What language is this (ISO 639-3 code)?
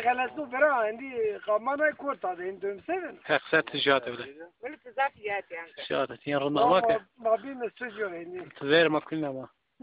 zza